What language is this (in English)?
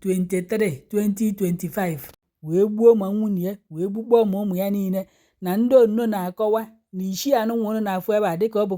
Igbo